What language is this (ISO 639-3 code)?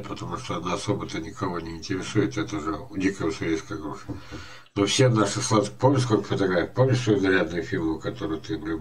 rus